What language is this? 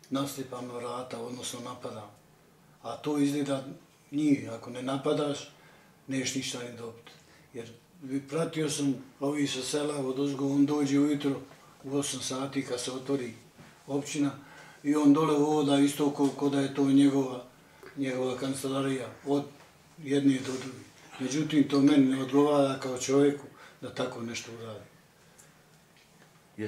Bosnian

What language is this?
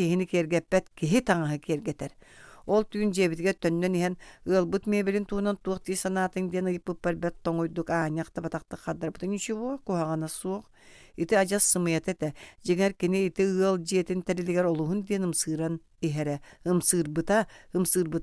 Yakut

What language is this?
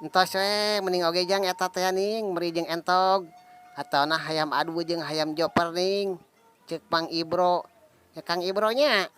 Sundanese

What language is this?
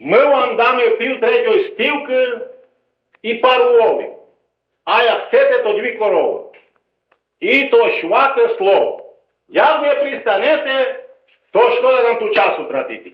Rusyn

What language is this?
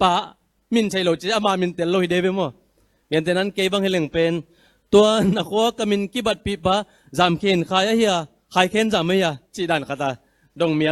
Tedim Chin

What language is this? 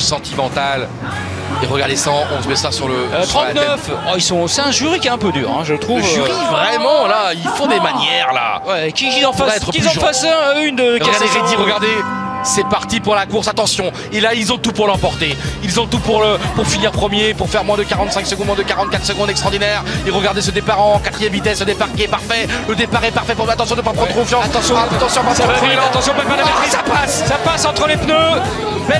French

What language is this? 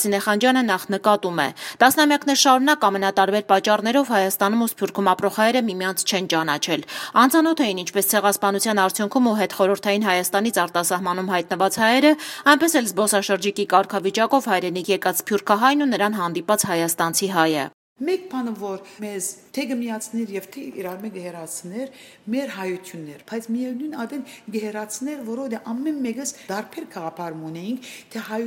Armenian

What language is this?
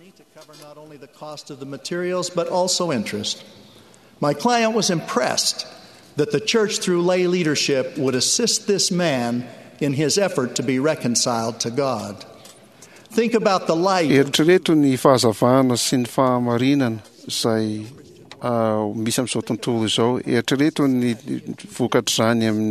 Malagasy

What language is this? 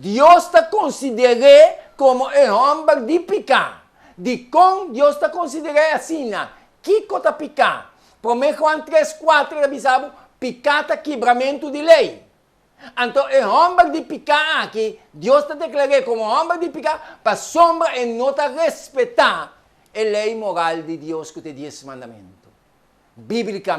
Papiamento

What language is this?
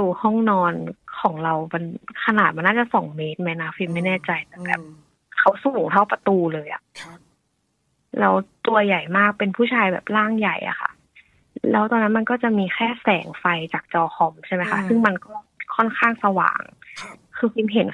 Thai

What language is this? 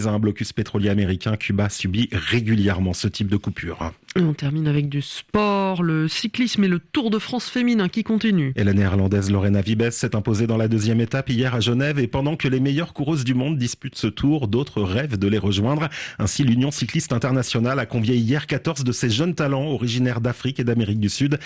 French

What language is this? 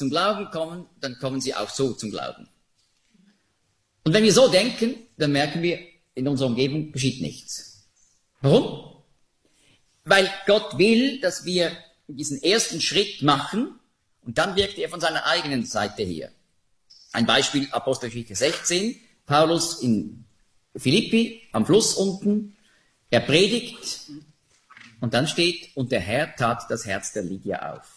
German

